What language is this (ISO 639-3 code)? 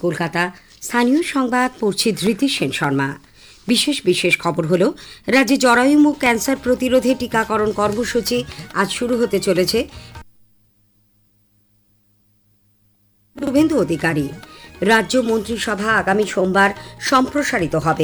ben